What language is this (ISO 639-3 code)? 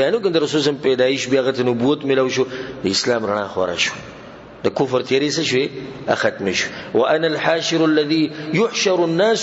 pus